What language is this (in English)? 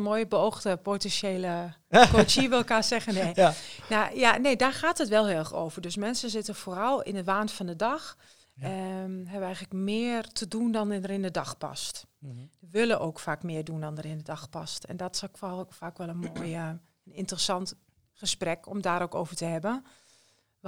Dutch